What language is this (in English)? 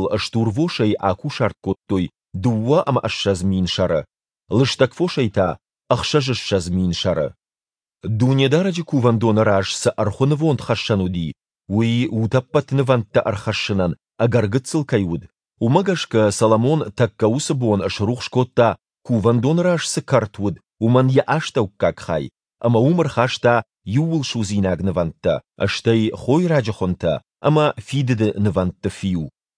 Ossetic